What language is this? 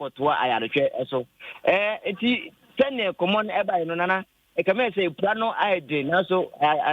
Akan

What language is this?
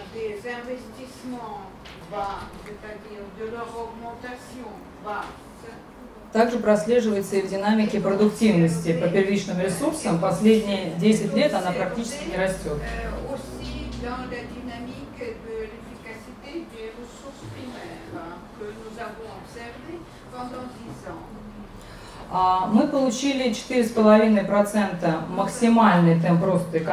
Russian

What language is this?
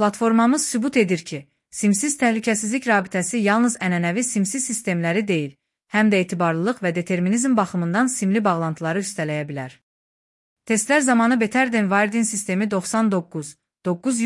Azerbaijani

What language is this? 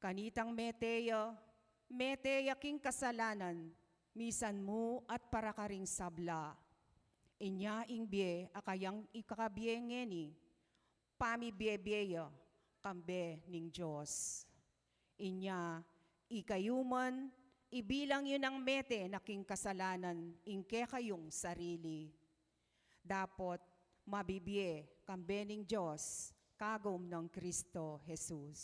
Pampanga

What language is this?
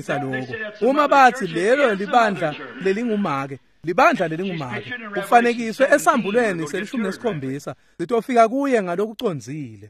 Swati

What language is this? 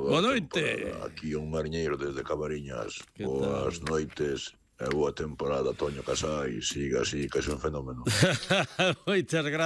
Galician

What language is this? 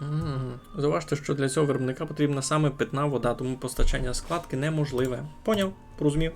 Rusyn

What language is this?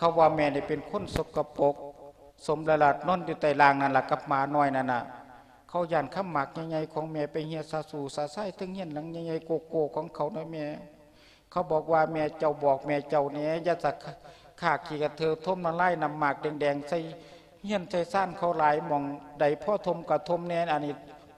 Lao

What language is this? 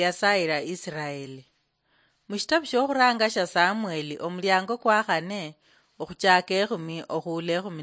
Luyia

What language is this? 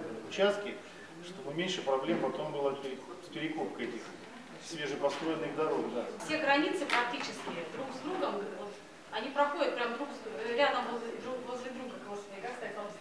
Russian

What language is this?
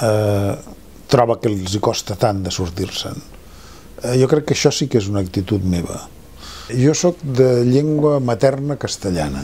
Catalan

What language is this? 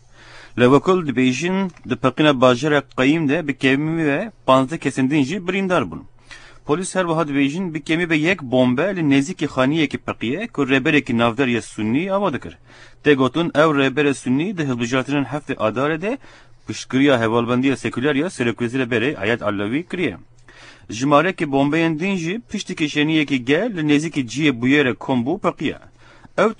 Kurdish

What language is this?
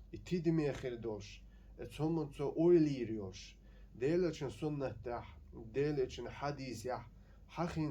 Chechen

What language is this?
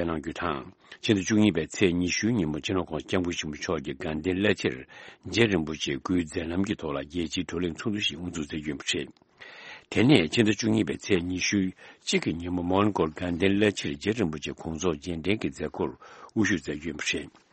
Tibetan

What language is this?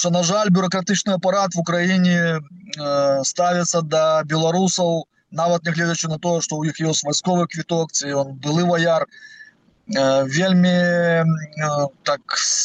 Belarusian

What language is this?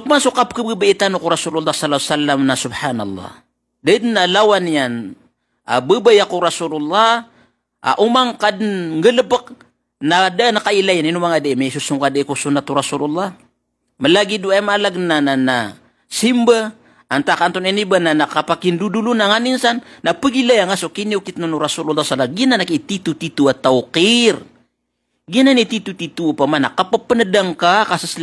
Maranao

